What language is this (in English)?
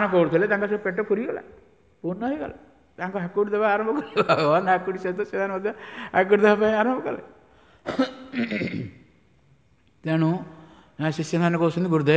Odia